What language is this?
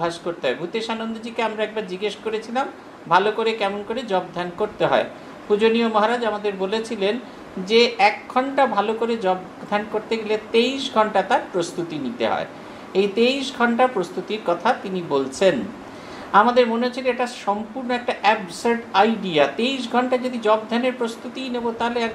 Bangla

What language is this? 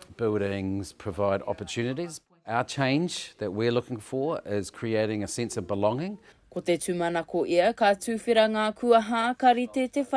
Māori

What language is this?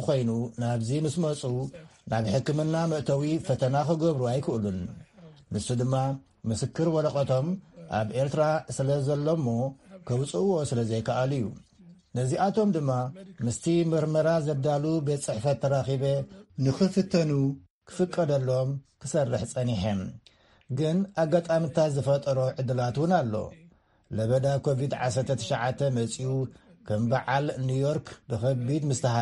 Tigrinya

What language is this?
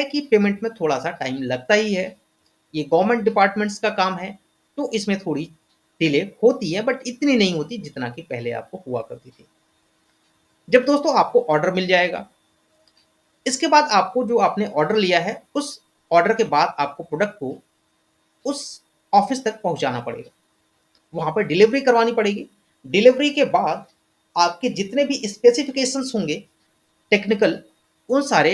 Hindi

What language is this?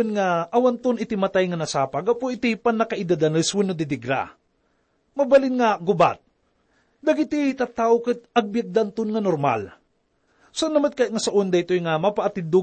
Iloko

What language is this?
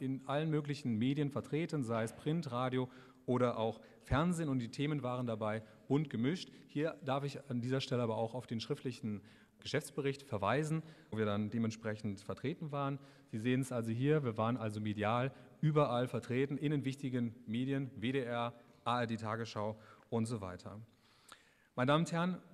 German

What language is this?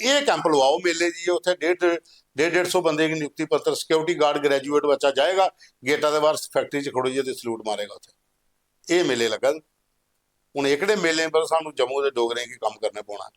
Dogri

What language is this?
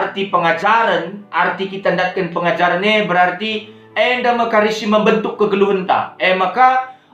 Batak Karo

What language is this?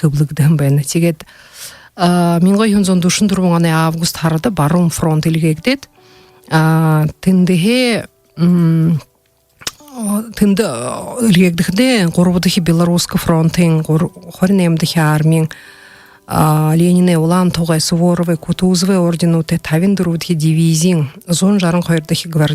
Buriat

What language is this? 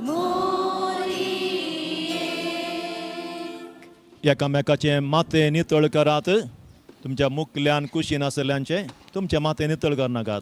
Konkani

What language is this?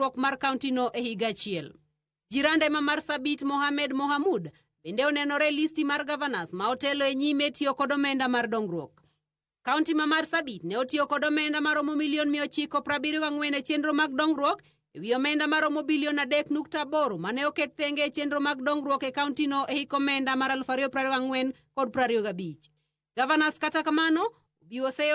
Luo (Kenya and Tanzania)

